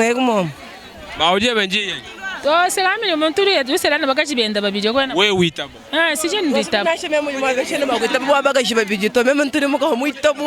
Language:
Luba-Lulua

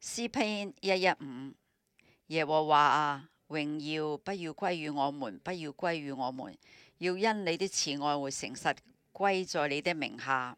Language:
Cantonese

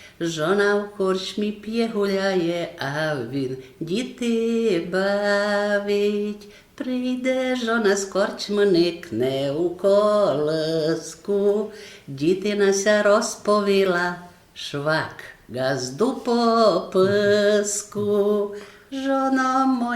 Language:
Rusyn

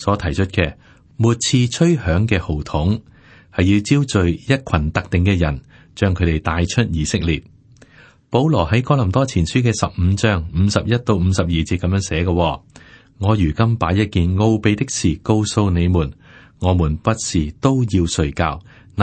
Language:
Cantonese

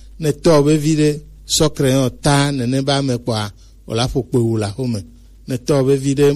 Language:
Gen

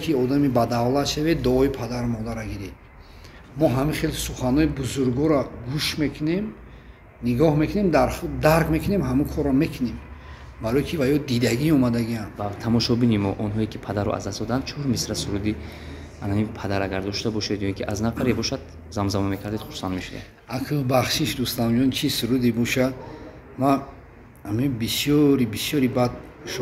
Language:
Tajik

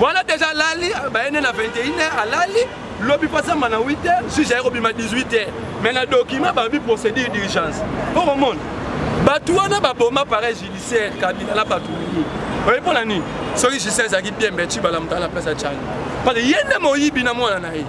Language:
Lingala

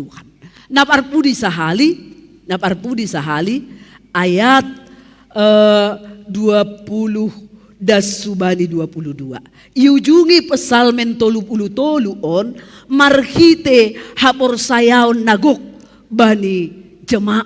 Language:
Batak Simalungun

